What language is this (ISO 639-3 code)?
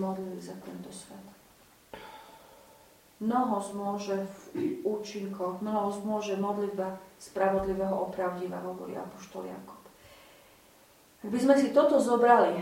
slk